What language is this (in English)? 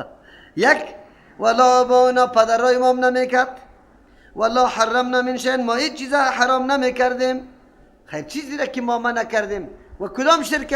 Persian